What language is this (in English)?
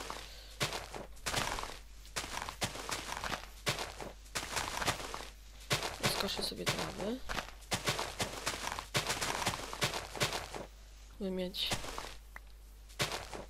Polish